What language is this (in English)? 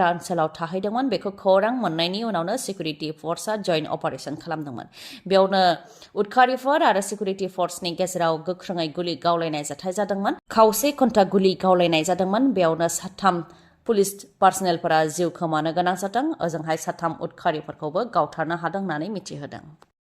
Bodo